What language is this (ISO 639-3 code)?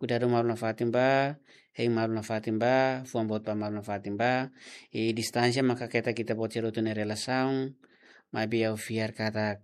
tet